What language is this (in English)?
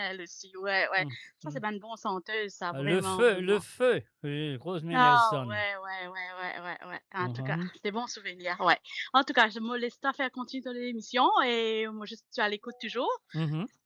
Morisyen